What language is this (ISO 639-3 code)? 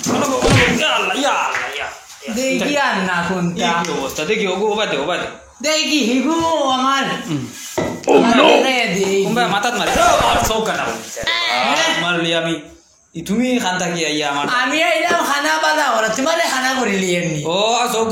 syl